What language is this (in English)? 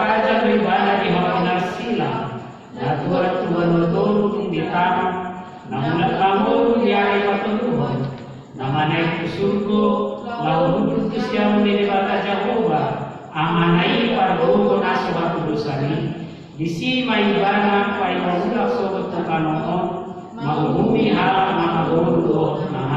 Batak Toba